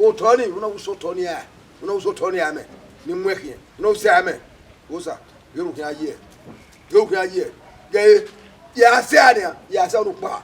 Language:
Bini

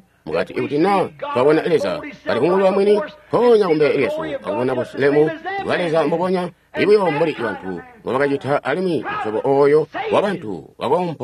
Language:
Tonga (Zambia)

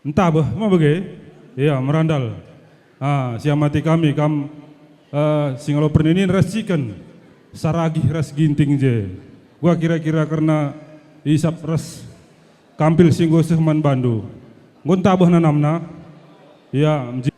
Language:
Batak Karo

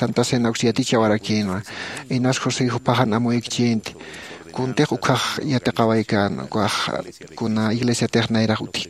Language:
Aymara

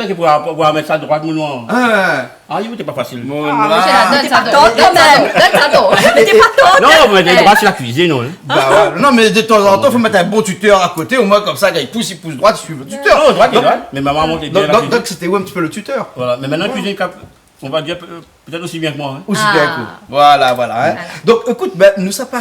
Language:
Réunion Creole French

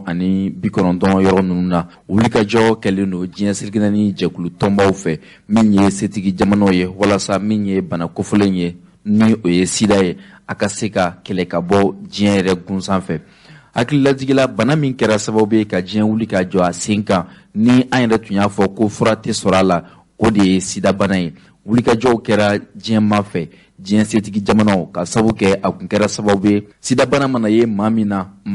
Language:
Bambara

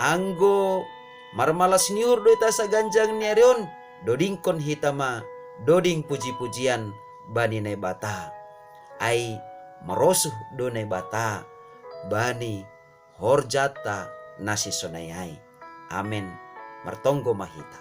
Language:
Batak Simalungun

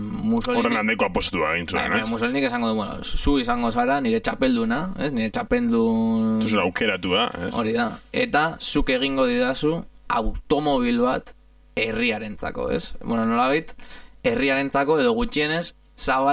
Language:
Basque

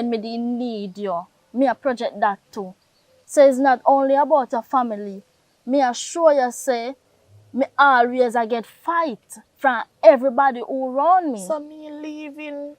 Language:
Jamaican Creole English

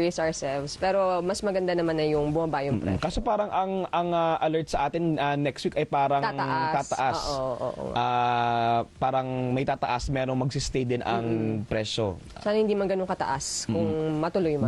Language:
Filipino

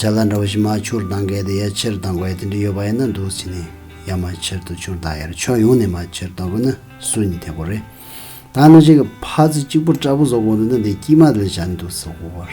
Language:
Tibetan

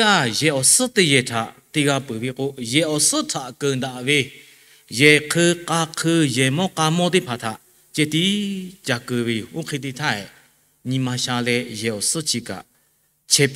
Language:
Lahu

